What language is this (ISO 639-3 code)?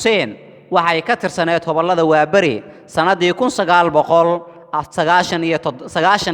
som